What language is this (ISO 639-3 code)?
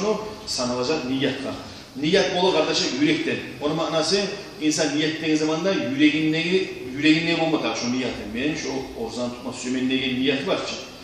kum